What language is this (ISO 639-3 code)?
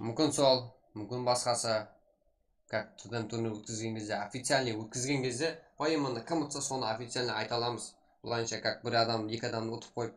kaa